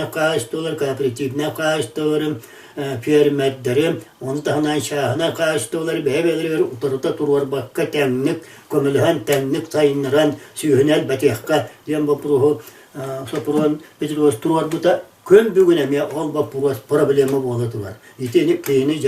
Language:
Yakut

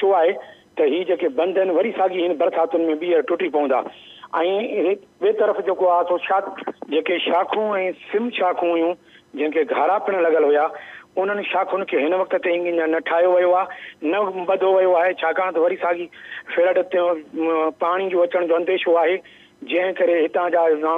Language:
Sindhi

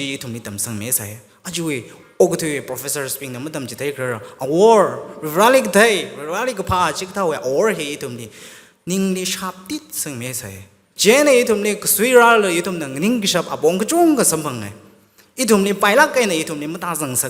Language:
Tangkhul Naga (India)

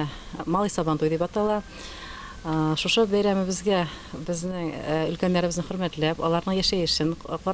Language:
Tatar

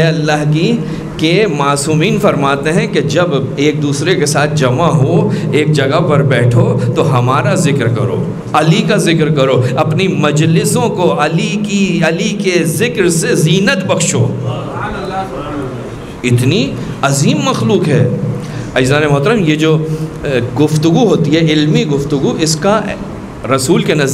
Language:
Urdu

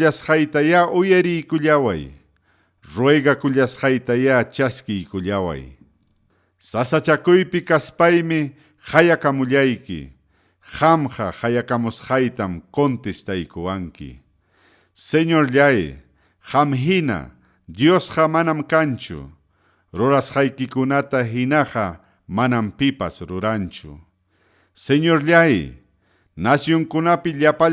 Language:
Ayacucho Quechua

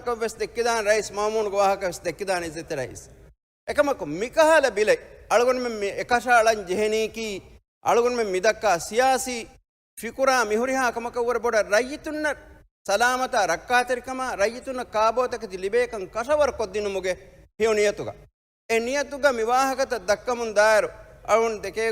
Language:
Divehi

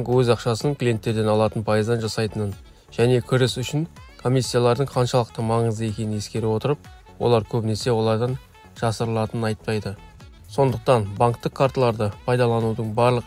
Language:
Kazakh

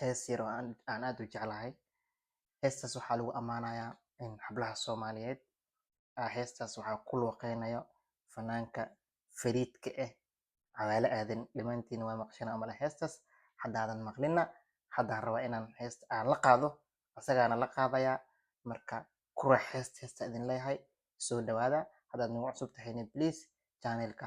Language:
Somali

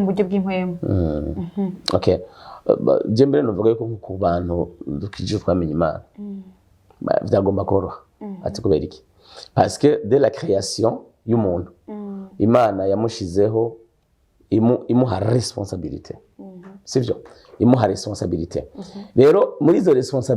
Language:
Rundi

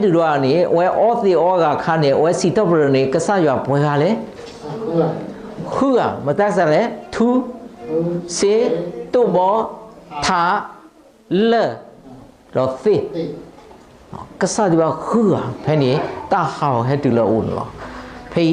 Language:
S'gaw Karen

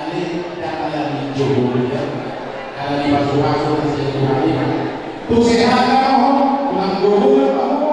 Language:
Batak Toba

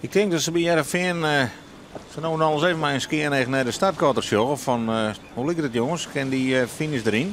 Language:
Western Frisian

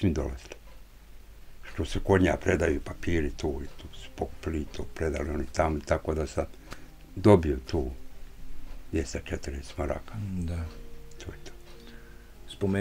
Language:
Bosnian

